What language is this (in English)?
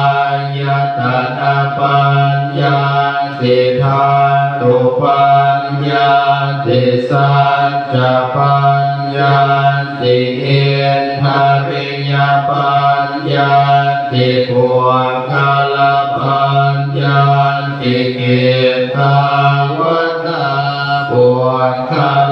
Pali